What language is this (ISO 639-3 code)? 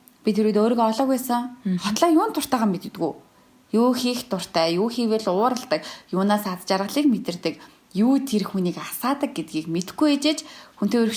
mon